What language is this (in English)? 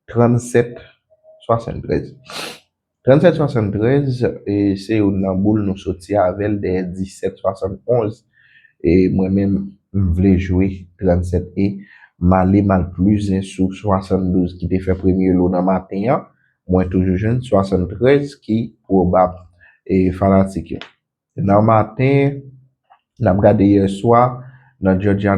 Haitian Creole